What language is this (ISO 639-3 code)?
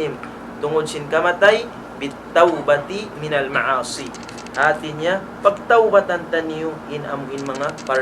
tsg